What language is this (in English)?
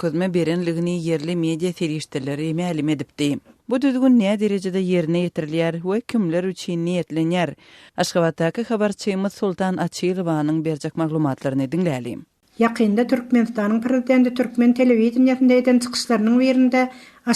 Turkmen